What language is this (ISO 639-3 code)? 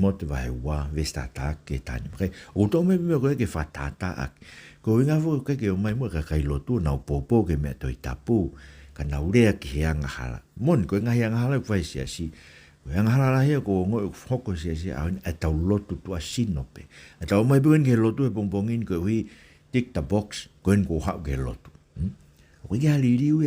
ton